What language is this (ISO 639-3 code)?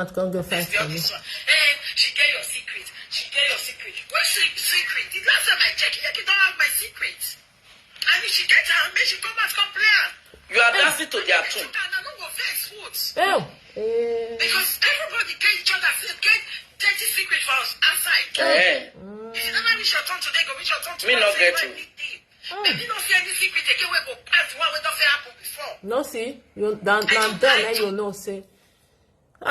pcm